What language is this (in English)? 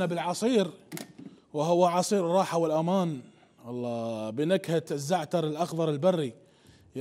Mesopotamian Arabic